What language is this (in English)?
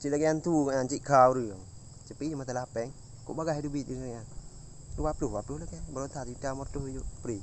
Achinese